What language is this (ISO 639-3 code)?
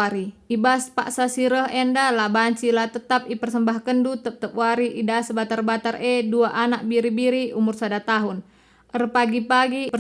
btx